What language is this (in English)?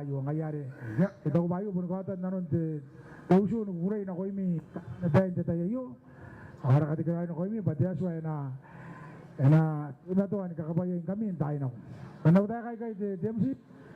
Gilbertese